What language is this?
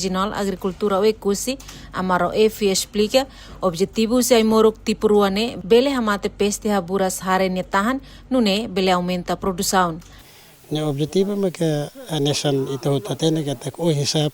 Tetum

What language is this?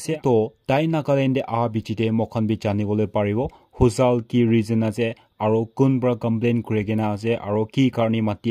Naga Pidgin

